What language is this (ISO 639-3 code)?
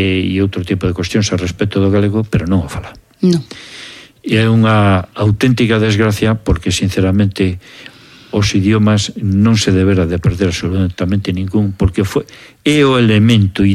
glg